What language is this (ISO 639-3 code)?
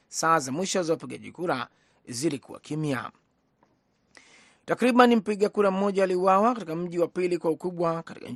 swa